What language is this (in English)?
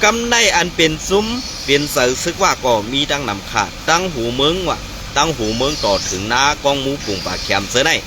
Shan